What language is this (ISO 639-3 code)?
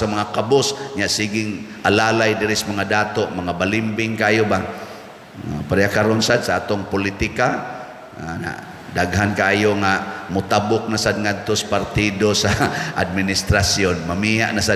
ceb